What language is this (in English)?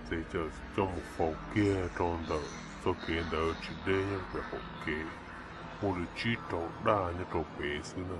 Hmong